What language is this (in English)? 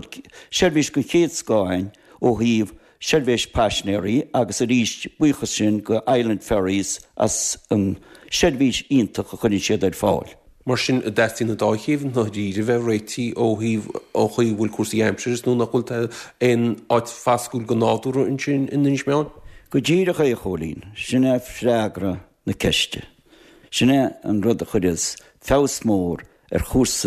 Irish